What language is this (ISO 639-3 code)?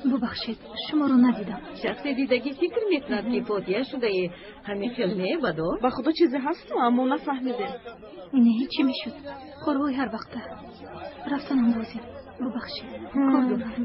tgk